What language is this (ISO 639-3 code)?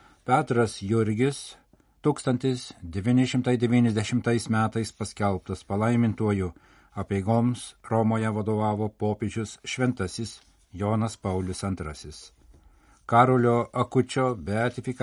lit